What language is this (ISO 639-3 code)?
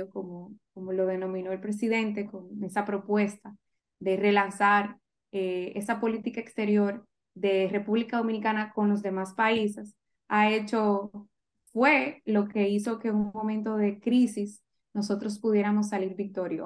spa